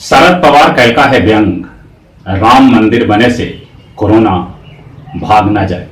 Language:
Magahi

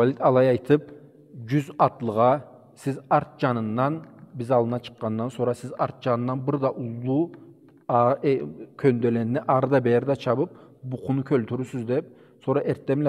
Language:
Karachay-Balkar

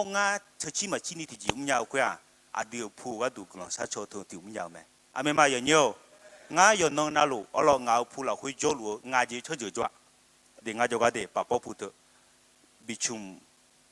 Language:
Akha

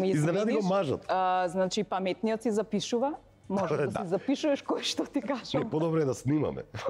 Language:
Macedonian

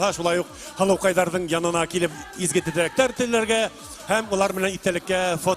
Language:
Bashkir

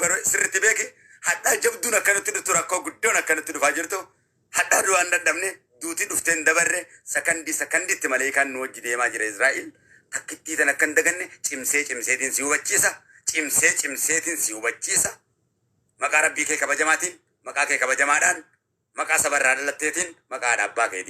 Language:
Oromo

